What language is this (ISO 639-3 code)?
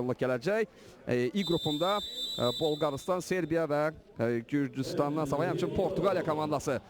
aze